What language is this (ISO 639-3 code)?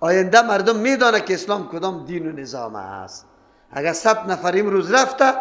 fas